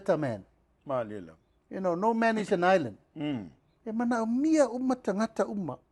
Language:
Samoan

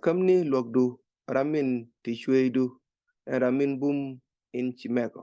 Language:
Nuer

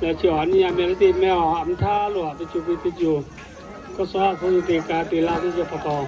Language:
Lahu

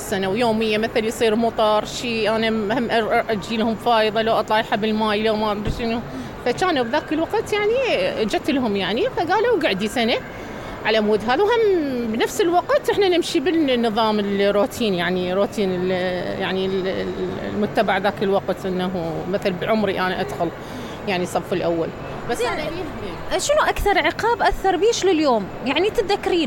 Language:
Mesopotamian Arabic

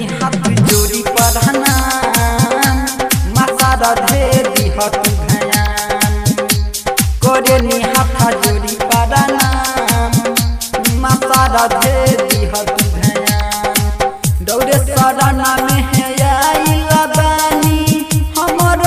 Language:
Bhojpuri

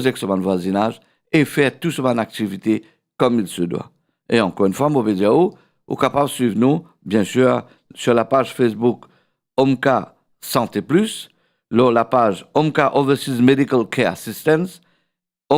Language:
Morisyen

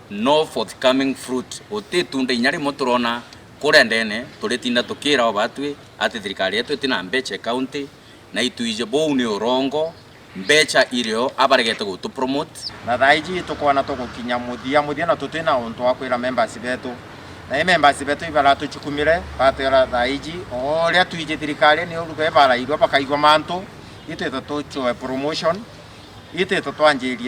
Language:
Meru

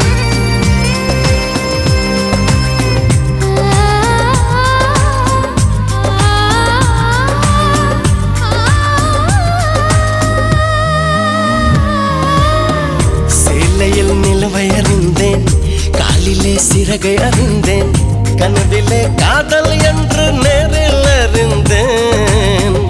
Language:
Tamil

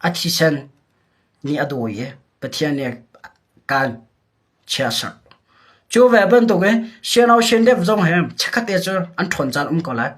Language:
Hakha Chin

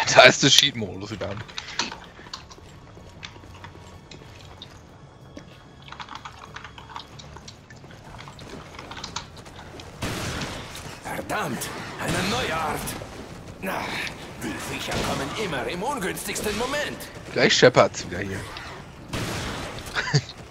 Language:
German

